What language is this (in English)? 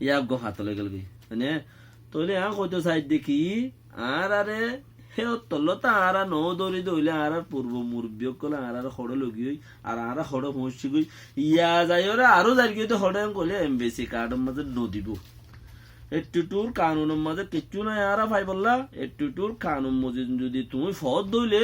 Rohingya